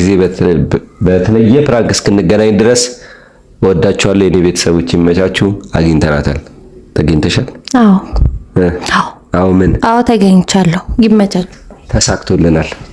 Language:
Amharic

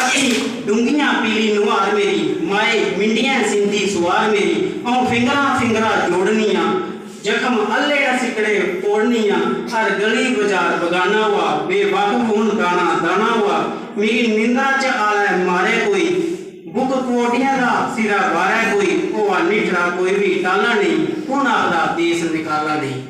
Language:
Dogri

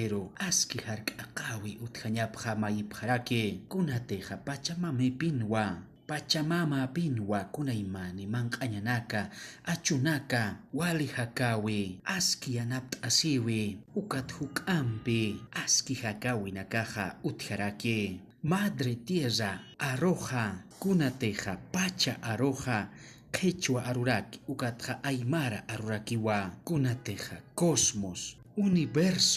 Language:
Aymara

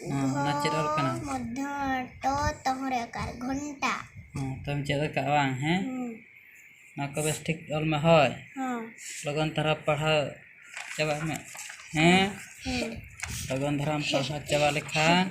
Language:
Santali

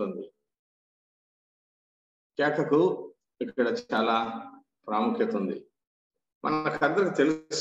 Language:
Telugu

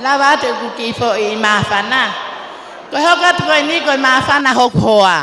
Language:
Tongan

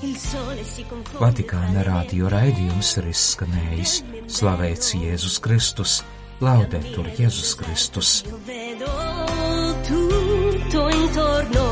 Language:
Latvian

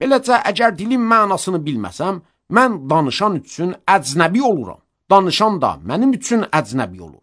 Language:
Azerbaijani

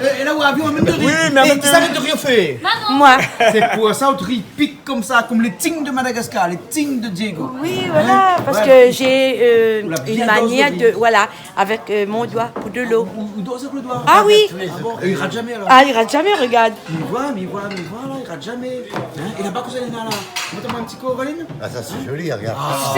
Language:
Réunion Creole French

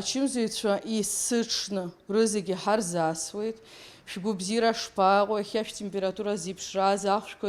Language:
Abkhazian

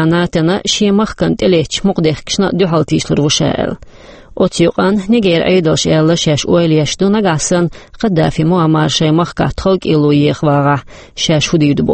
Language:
Chechen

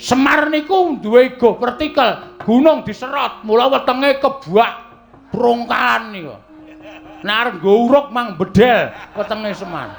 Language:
Javanese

